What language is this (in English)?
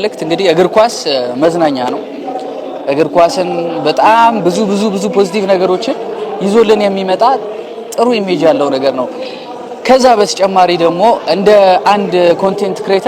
Amharic